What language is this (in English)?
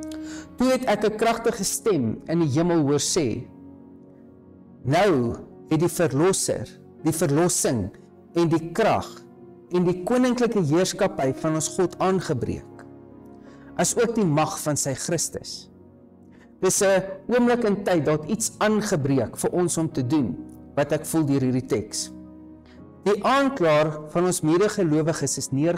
Afrikaans